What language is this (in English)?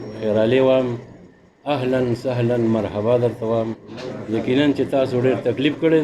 Pashto